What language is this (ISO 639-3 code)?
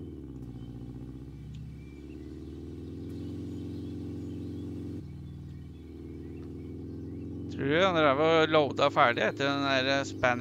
nor